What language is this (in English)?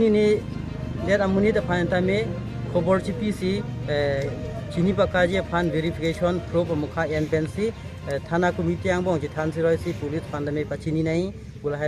Karbi